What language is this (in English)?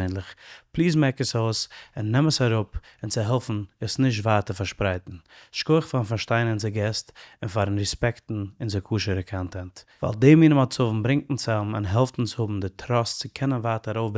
Yiddish